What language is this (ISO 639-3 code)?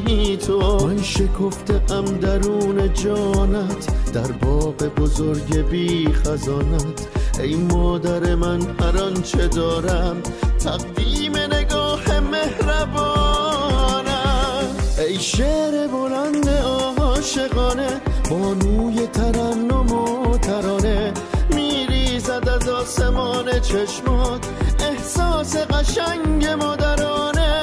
fas